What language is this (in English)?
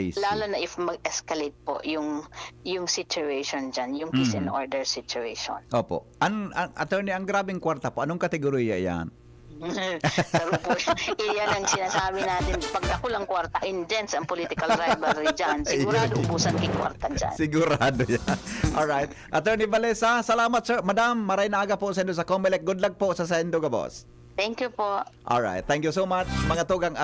Bikol